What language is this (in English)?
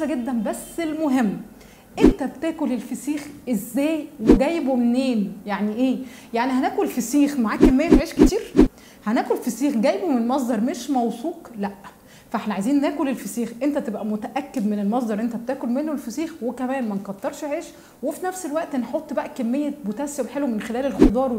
Egyptian Arabic